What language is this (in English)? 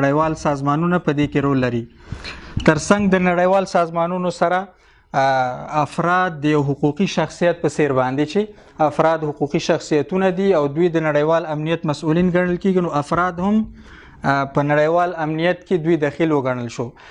Pashto